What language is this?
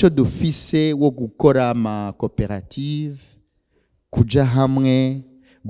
Rundi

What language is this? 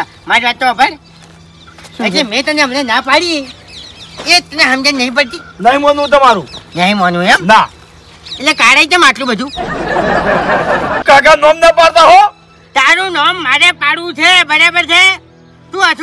Gujarati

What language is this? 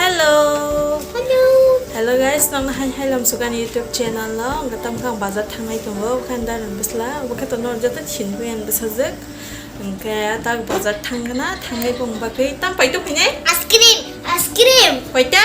Kok Borok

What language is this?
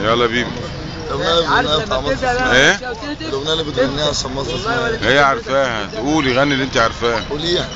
Egyptian Arabic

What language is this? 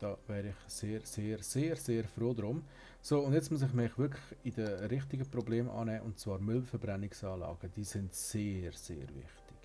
Swiss German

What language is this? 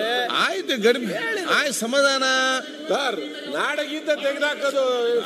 Kannada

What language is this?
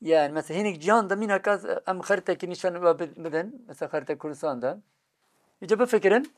Kurdish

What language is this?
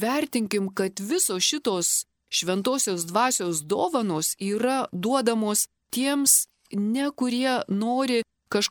Lithuanian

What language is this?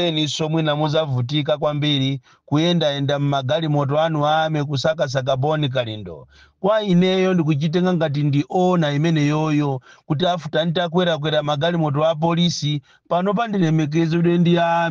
Nyanja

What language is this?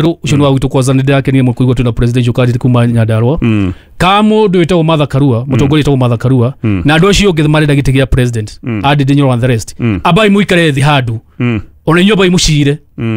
Kikuyu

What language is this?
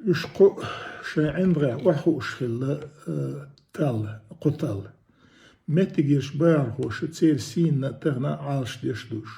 Chechen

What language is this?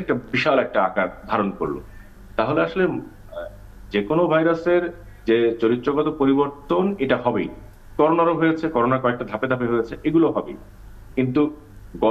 Bangla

